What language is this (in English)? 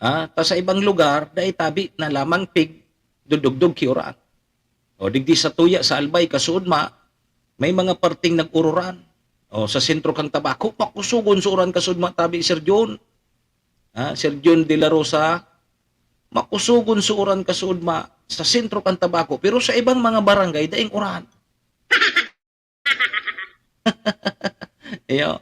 Bikol